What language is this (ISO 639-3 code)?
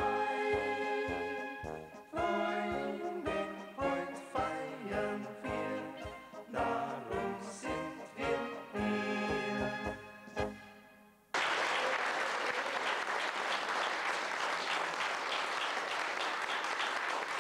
deu